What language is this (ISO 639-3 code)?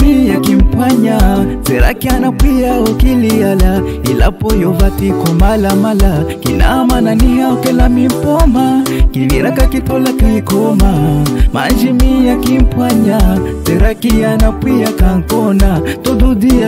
vmw